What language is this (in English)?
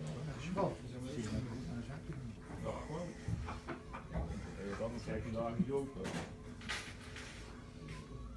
Dutch